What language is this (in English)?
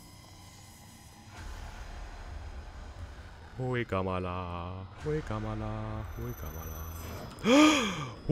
Finnish